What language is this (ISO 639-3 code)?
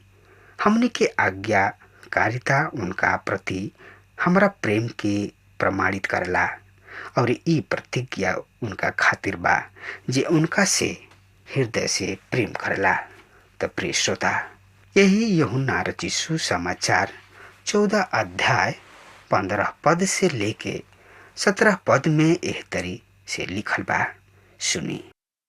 bho